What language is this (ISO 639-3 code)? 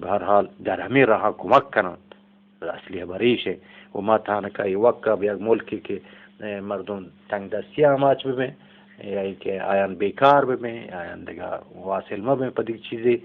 bgp